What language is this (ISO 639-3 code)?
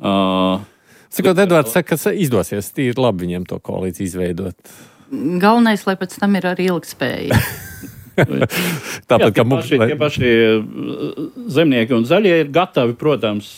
lav